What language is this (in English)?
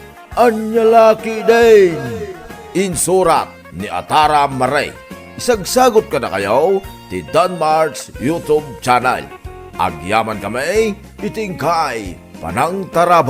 Iloko